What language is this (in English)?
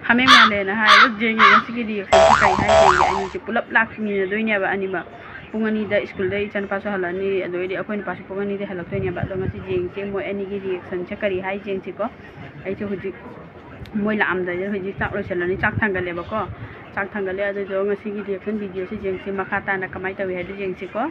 Manipuri